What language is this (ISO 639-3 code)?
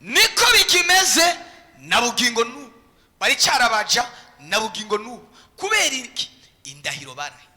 run